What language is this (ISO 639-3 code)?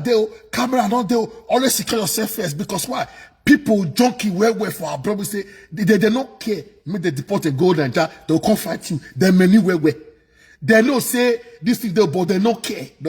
pcm